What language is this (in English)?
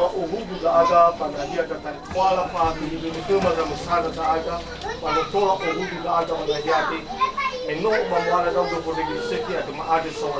Nias